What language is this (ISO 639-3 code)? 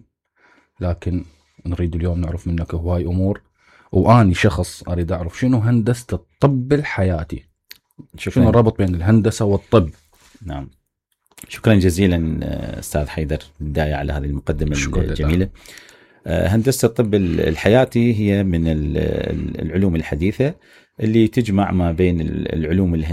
acm